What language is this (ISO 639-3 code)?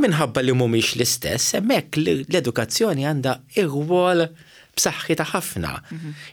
mlt